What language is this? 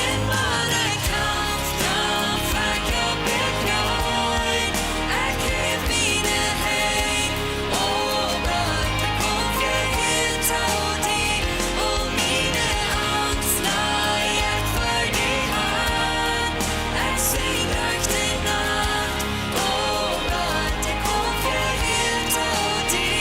Plautdietsch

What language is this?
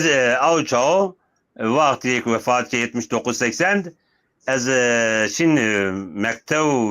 Zaza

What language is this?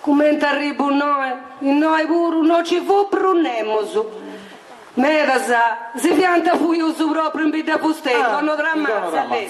Sardinian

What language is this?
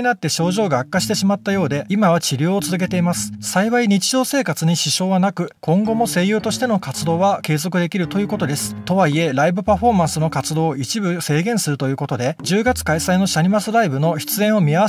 Japanese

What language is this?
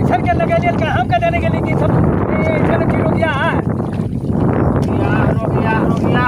Magahi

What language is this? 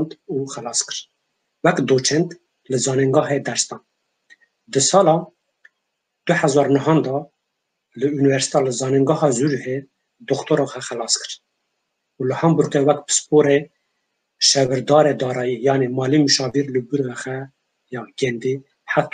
Kurdish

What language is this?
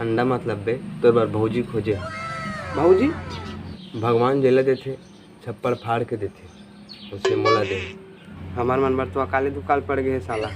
Chhattisgarhi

